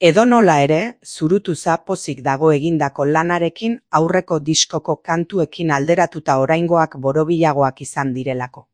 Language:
Basque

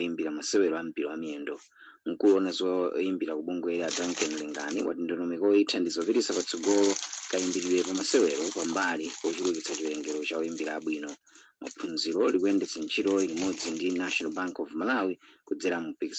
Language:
Nyanja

